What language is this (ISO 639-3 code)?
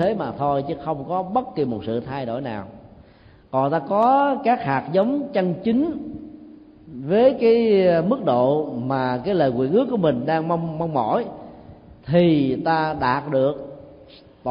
vie